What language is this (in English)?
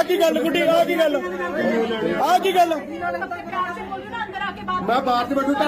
Punjabi